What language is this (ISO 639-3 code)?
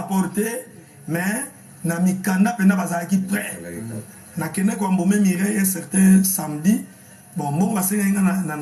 lin